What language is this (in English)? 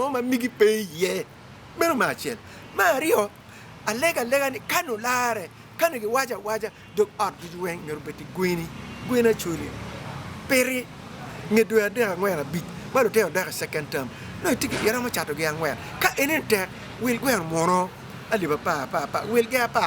Acoli